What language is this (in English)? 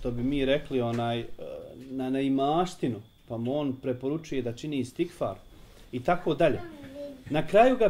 Bosnian